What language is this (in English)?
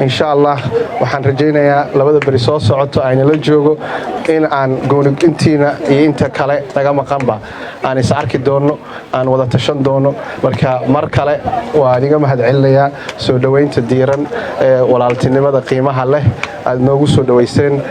Somali